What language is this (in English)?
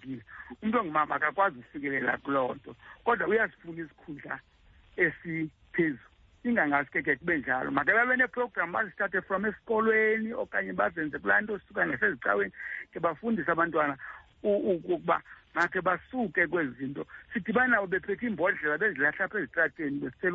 Xhosa